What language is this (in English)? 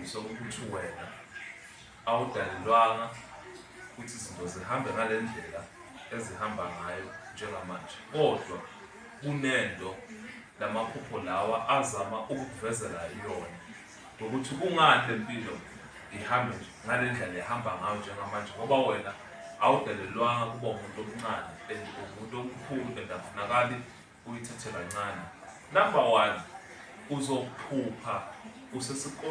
Zulu